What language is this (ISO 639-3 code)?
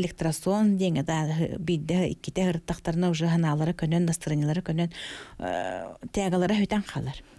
sah